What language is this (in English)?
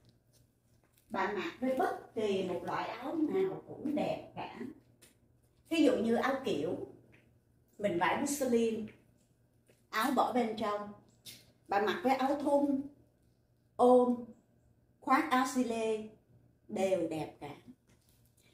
Vietnamese